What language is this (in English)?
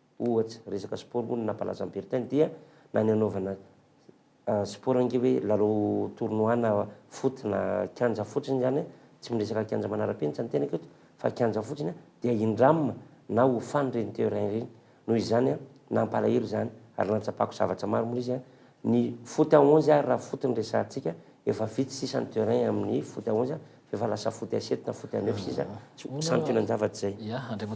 Malagasy